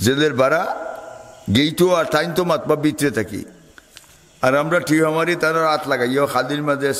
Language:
Sylheti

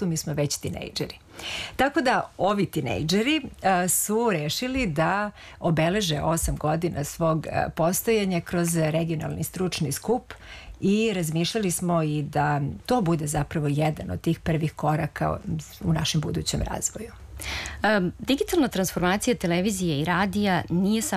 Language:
Serbian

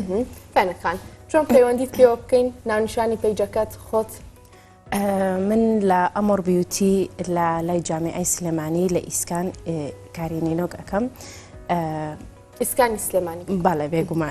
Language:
Central Kurdish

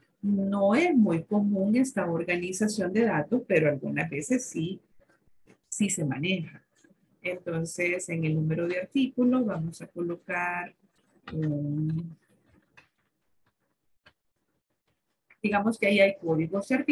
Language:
Spanish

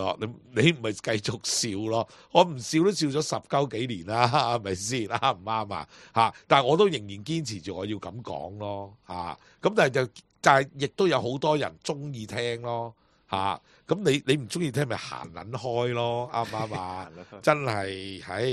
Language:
Cantonese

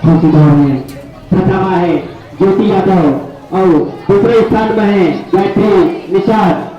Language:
Chhattisgarhi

